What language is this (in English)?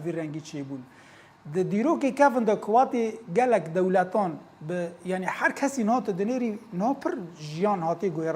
Kurdish